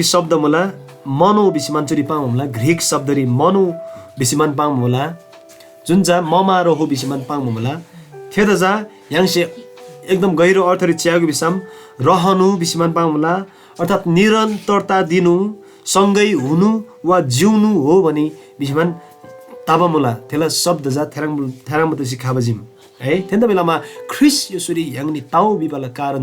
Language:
Eastern Tamang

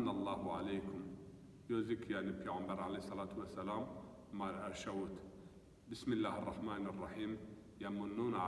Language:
Zaza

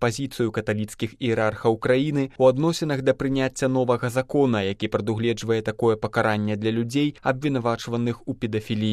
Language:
Belarusian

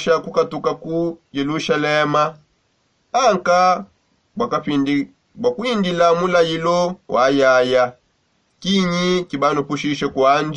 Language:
Songe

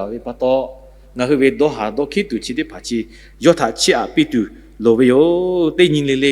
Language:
Lahu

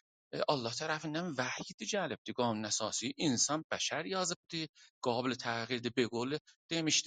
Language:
South Azerbaijani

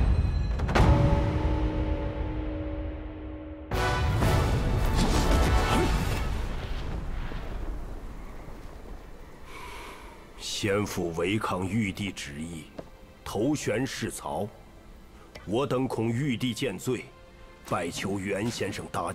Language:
Thai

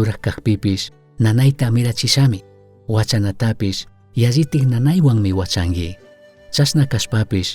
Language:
Chimborazo Highland Quichua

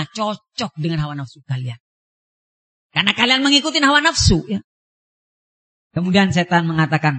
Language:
Indonesian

